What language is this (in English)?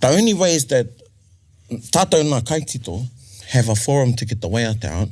Māori